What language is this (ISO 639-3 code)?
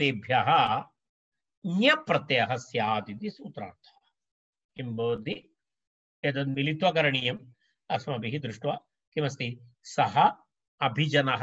san